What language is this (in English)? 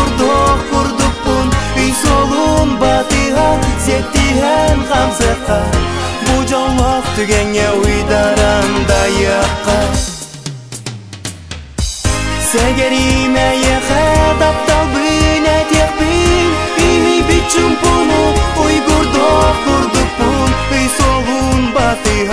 Yakut